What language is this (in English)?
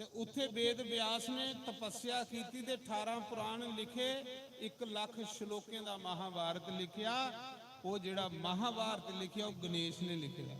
Dogri